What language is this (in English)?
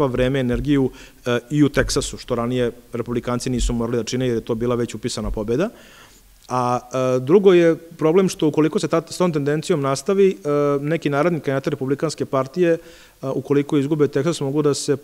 Serbian